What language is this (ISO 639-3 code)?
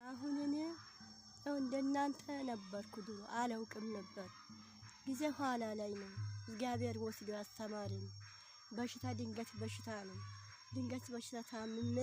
amh